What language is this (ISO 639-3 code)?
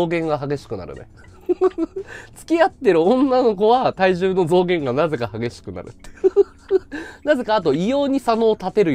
jpn